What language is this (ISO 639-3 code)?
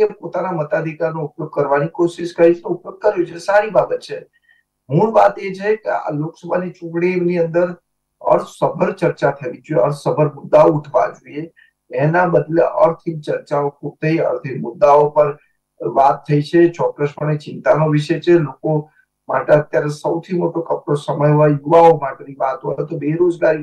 guj